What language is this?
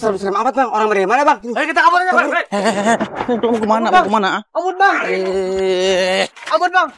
Betawi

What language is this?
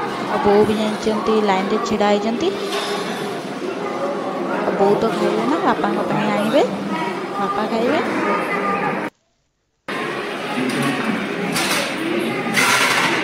Odia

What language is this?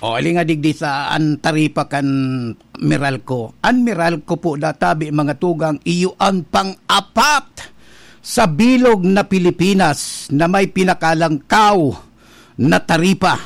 Bikol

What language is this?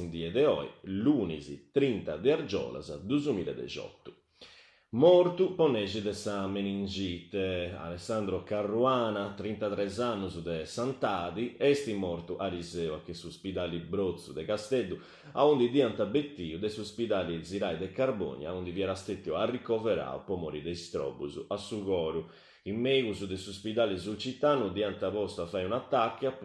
Sardinian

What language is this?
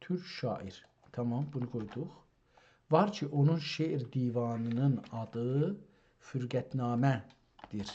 South Azerbaijani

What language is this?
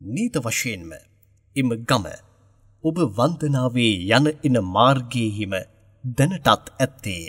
Sinhala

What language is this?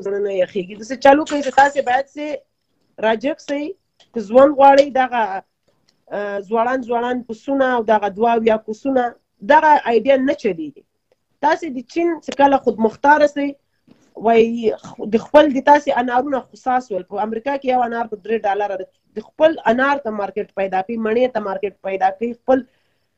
Pashto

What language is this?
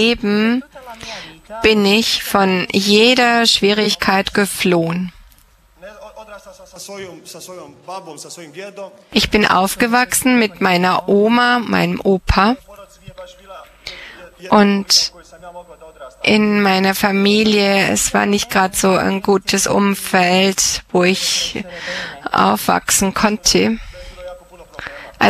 German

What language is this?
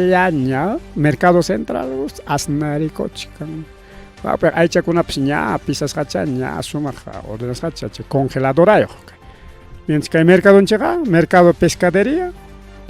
Ayacucho Quechua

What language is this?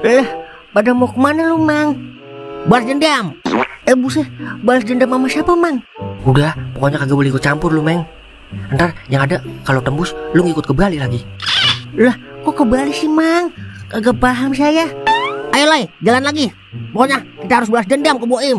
Betawi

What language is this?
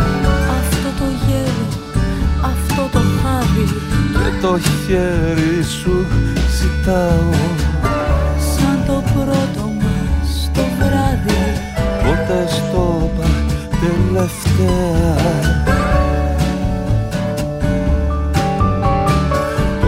Greek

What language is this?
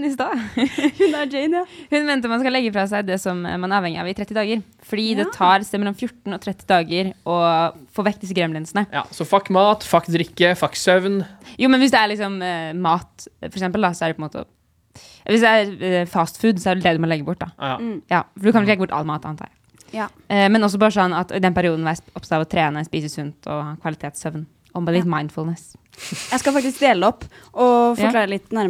Norwegian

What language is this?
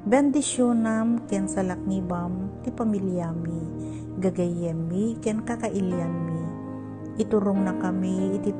Iloko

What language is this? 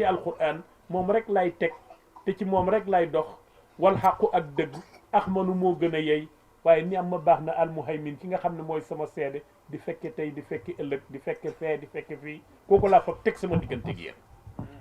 Wolof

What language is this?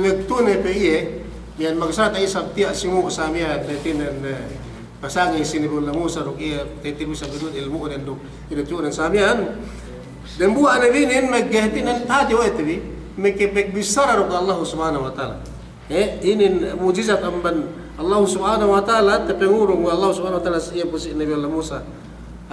Yakan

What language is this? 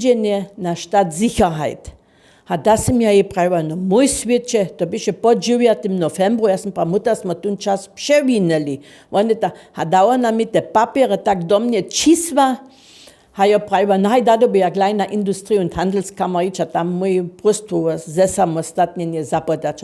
Upper Sorbian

